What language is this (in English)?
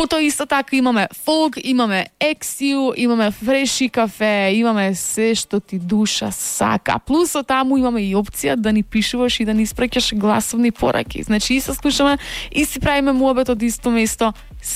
Macedonian